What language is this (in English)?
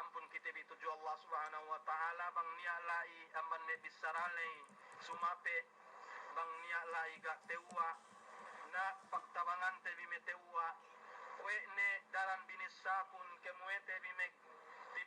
Yakan